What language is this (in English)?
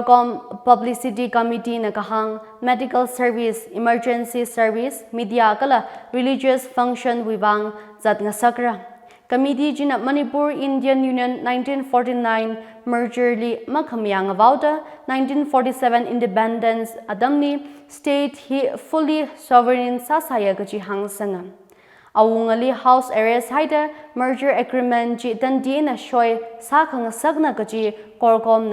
Tangkhul Naga (India)